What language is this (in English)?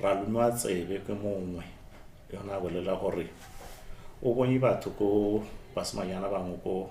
Tswana